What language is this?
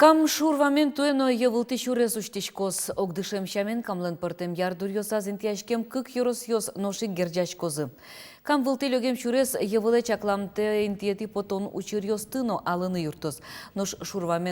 Udmurt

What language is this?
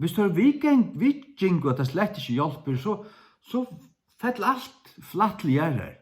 Faroese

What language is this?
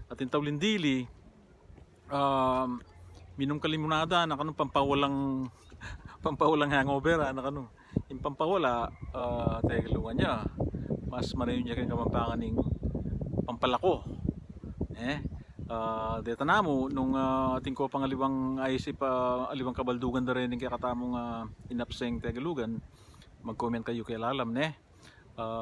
Pampanga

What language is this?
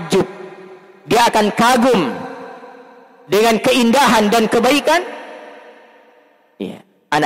Indonesian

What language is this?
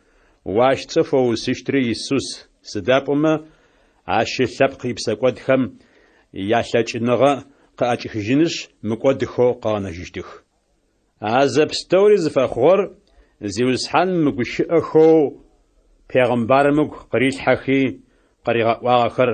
Adyghe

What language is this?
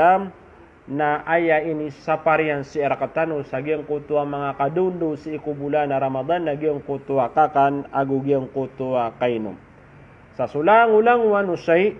Maranao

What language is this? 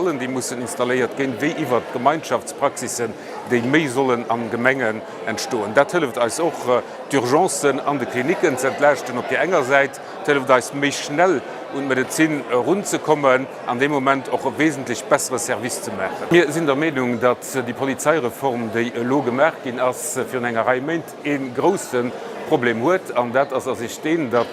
Luxembourgish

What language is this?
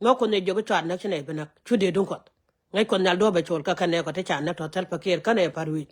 Nuer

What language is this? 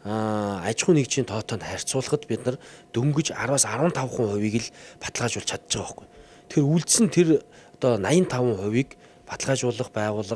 Mongolian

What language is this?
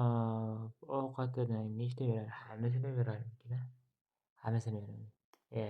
Uzbek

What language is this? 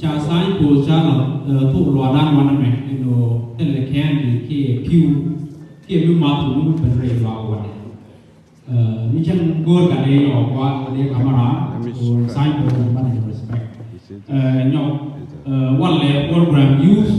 Nuer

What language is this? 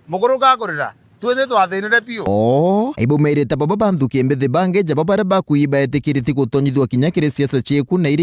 Meru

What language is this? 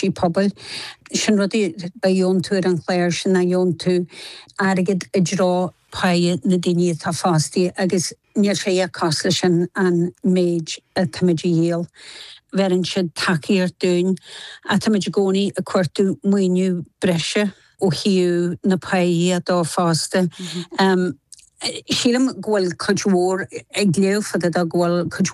Irish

